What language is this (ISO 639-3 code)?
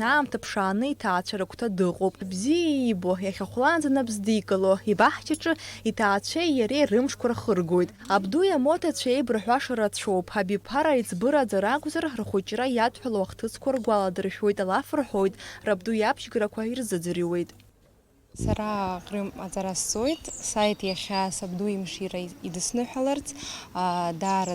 abk